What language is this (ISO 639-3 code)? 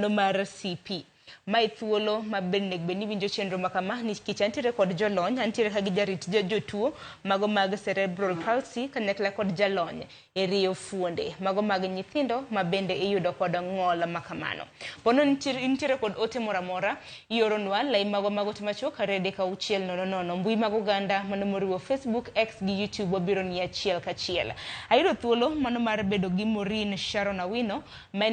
luo